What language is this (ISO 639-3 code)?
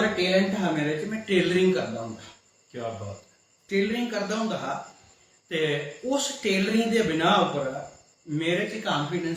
doi